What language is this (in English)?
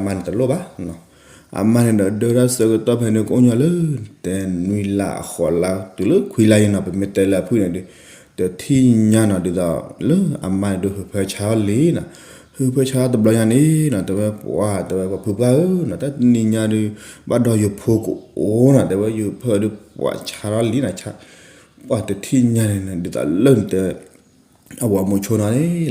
S'gaw Karen